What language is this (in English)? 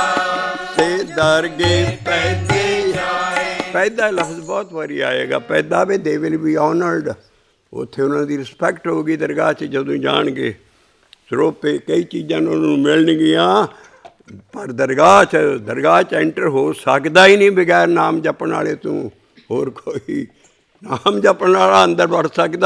Punjabi